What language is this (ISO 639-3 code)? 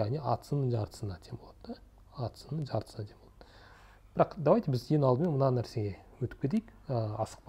kaz